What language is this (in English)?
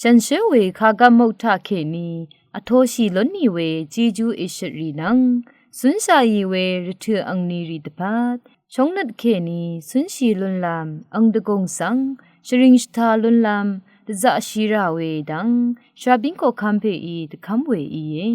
Rawang